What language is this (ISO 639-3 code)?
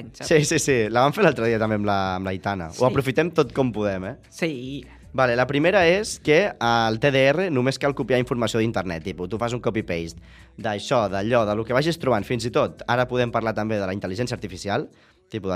cat